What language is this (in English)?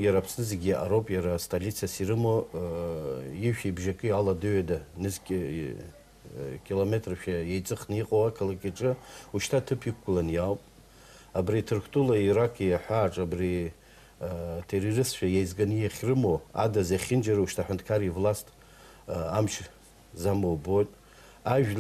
Abkhazian